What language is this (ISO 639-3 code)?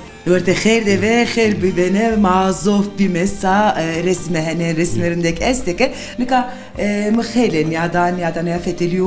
zza